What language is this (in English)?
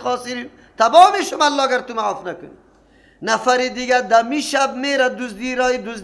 Persian